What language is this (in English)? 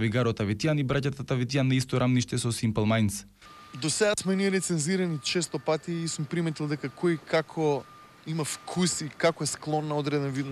Macedonian